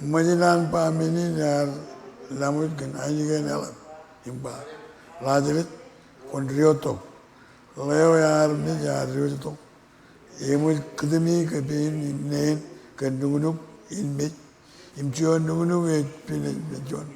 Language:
Marshallese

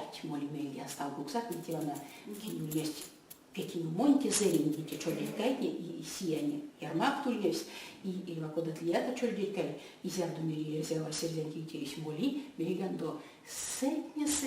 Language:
Erzya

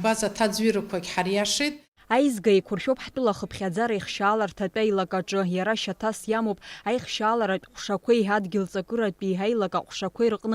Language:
Abkhazian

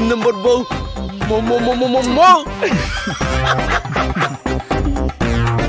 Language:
Bangla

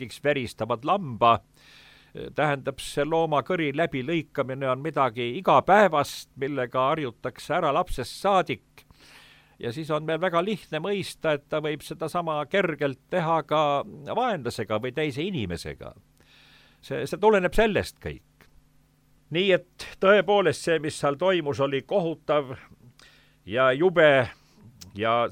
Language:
Estonian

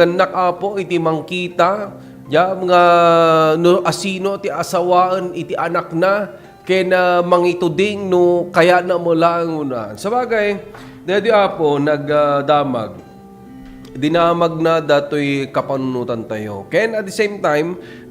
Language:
Iloko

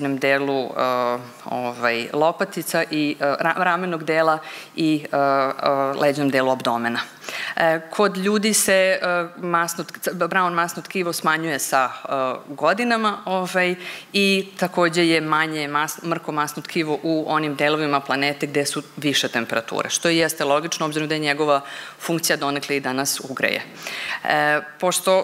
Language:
Serbian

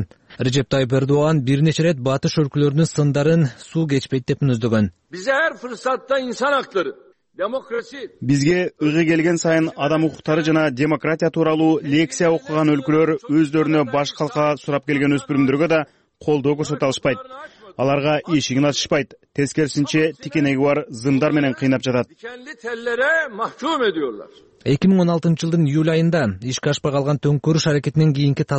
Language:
Kyrgyz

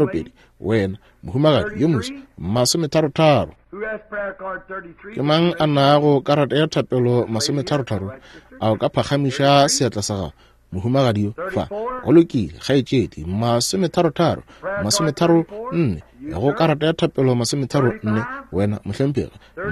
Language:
Northern Sotho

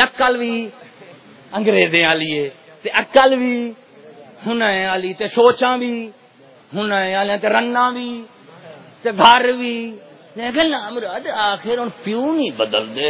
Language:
Saraiki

